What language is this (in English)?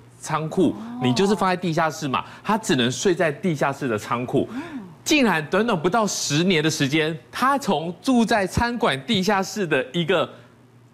Chinese